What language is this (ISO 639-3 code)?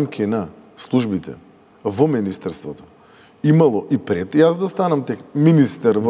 mkd